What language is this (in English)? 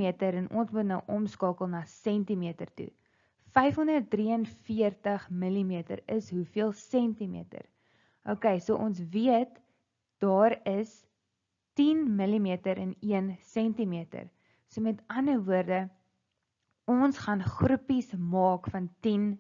Afrikaans